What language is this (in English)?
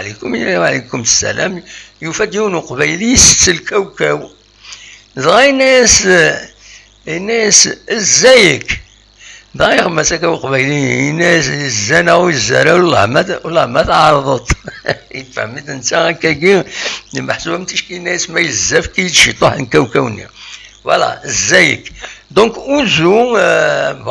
Kabyle